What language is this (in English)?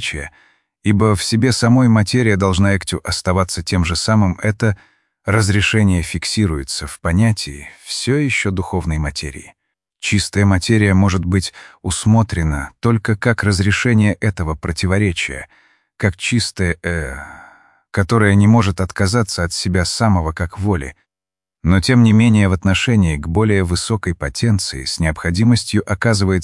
Russian